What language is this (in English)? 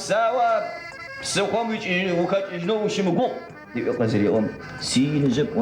Adyghe